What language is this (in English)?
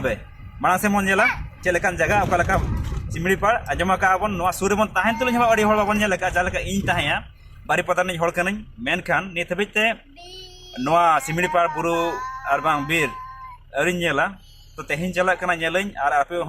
Santali